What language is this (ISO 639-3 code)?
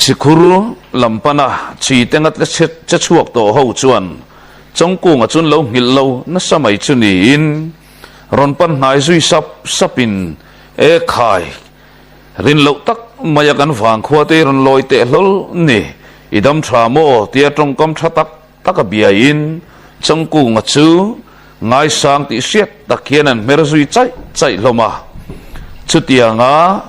lus